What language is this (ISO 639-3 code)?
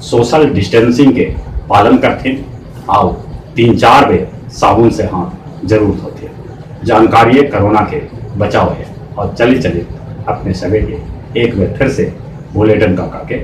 mag